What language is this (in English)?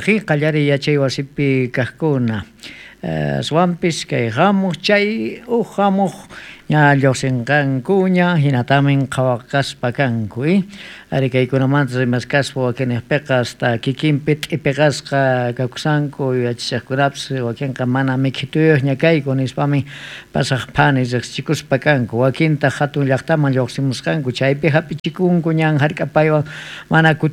South Bolivian Quechua